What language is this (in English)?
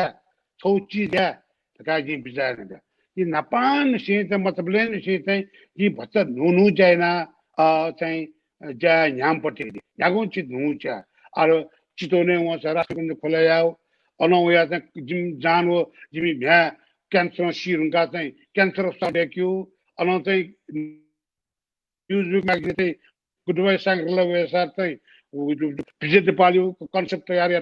Newari